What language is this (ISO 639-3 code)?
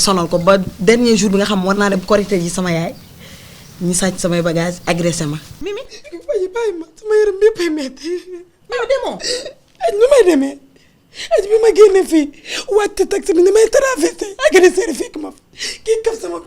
wol